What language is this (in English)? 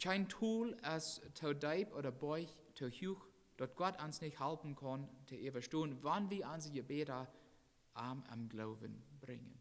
Plautdietsch